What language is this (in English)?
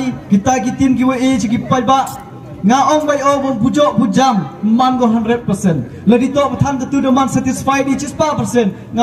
Khasi